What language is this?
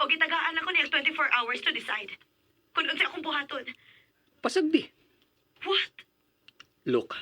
Cebuano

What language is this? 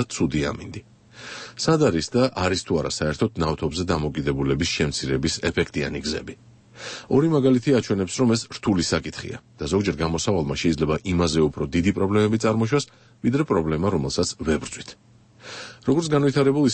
Georgian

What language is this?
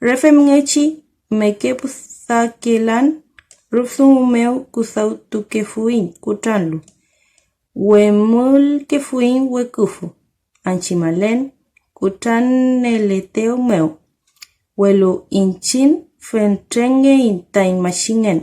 Mapuche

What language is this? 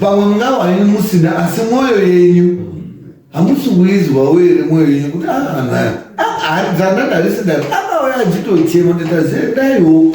Shona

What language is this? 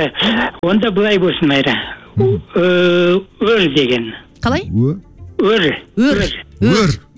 Kazakh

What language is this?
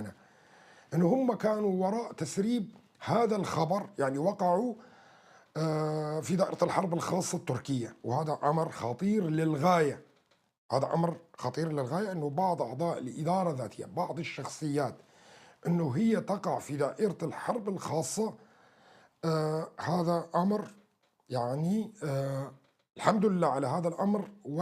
North Levantine Arabic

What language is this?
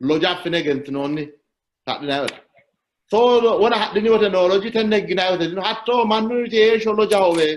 Sidamo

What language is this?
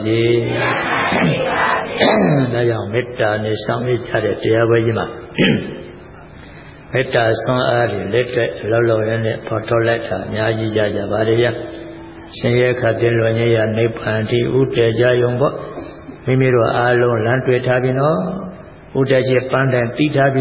Burmese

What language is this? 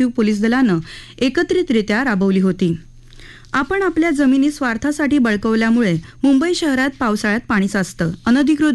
Marathi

